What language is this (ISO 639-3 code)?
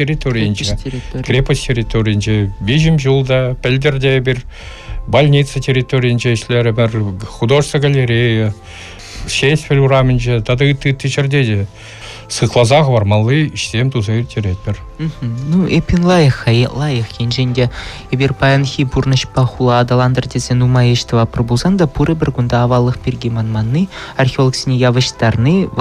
chv